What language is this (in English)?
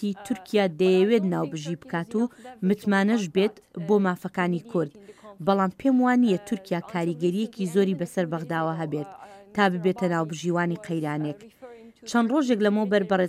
Central Kurdish